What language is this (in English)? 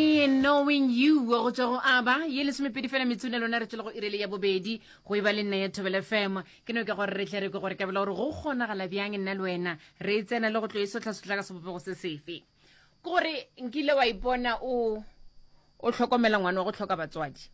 Northern Sotho